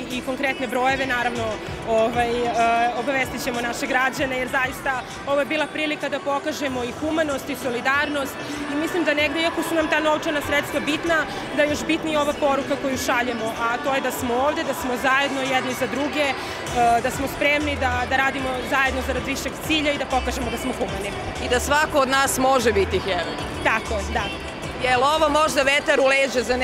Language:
Serbian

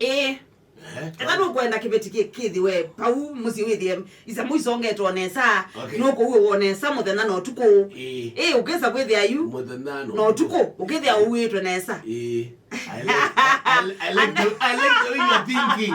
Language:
Kamba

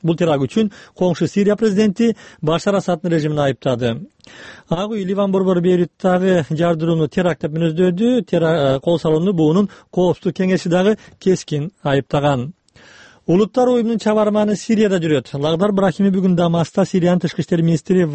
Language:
Kyrgyz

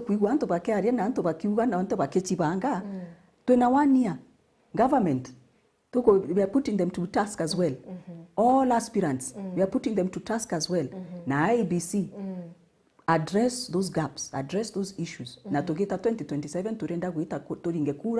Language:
Meru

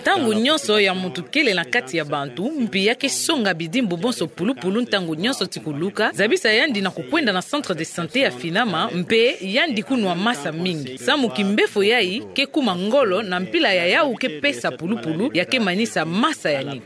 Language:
Kituba (Democratic Republic of Congo)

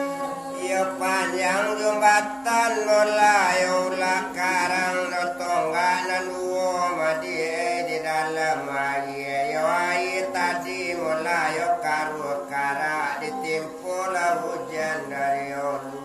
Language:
Minangkabau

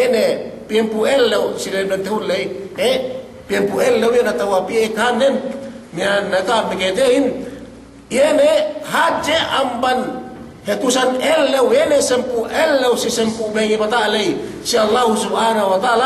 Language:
Yakan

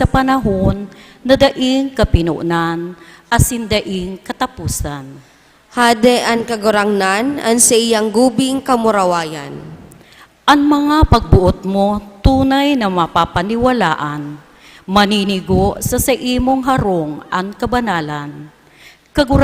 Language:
Bikol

